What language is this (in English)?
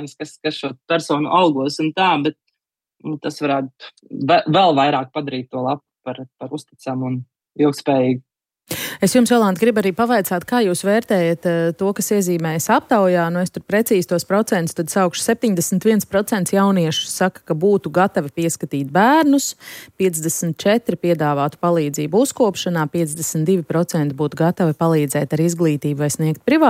Latvian